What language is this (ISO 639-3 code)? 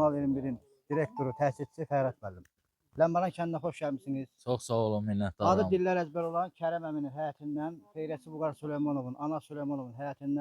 aze